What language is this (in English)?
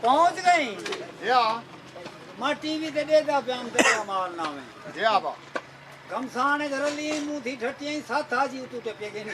Saraiki